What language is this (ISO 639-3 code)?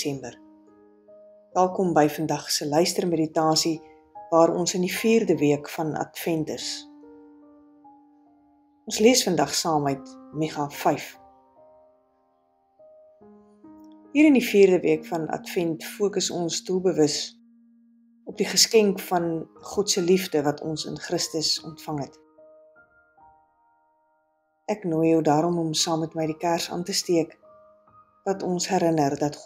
afr